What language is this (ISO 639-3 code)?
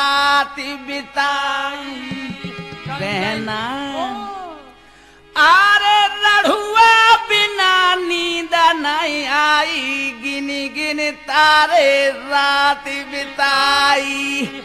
bho